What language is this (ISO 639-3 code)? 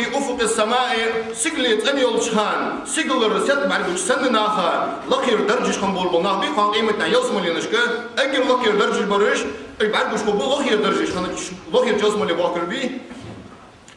inh